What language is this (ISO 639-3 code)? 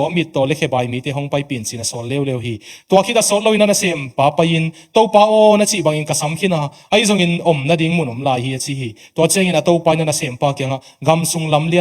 ctd